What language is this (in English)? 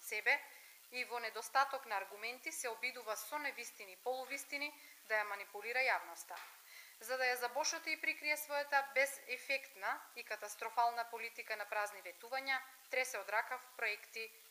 Macedonian